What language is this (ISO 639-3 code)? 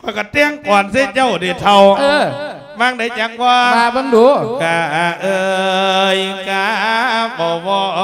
lao